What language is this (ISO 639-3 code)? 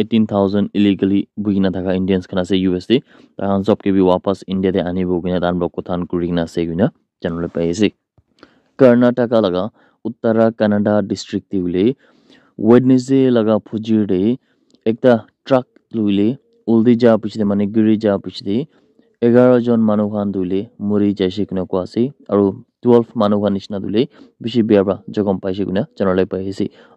nag